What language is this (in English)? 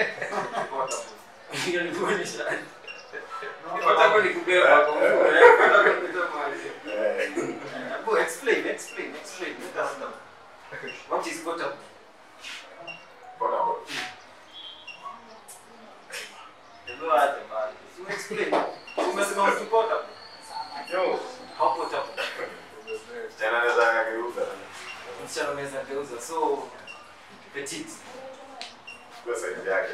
Swahili